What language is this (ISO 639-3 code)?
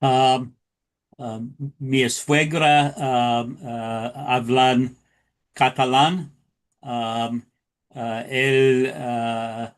lad